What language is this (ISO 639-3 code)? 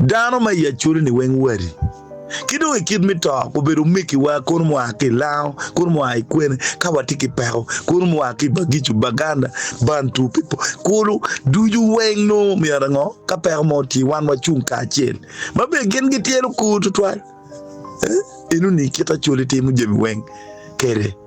ach